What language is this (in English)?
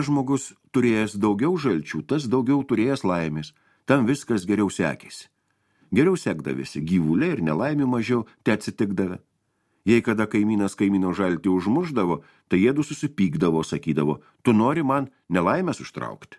Lithuanian